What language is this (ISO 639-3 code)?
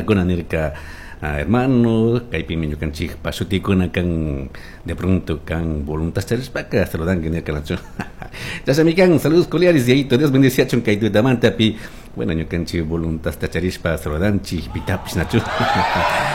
qug